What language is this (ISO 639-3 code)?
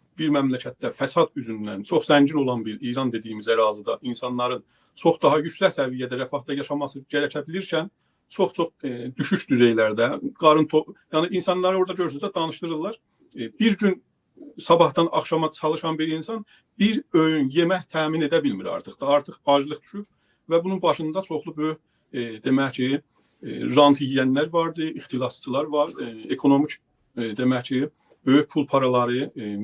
aze